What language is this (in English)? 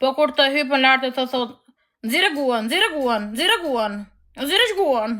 Albanian